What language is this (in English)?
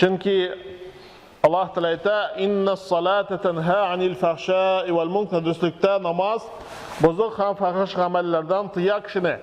Tatar